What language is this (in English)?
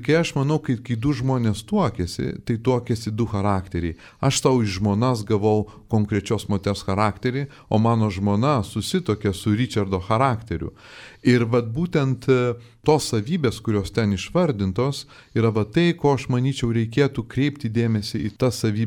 Lithuanian